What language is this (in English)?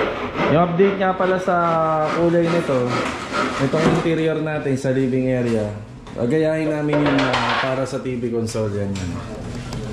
Filipino